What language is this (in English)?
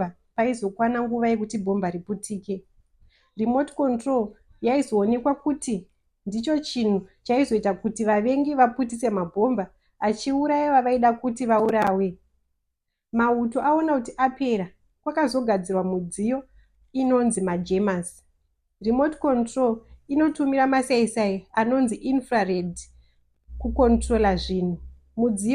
Shona